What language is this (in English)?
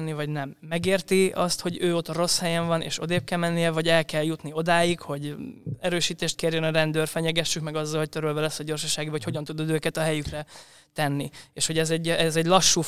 Hungarian